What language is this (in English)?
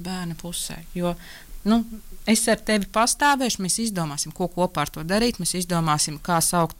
Latvian